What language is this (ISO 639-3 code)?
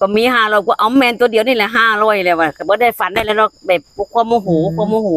tts